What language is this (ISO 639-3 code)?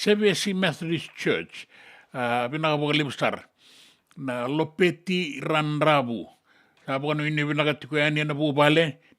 fij